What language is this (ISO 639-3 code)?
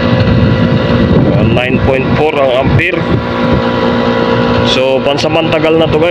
fil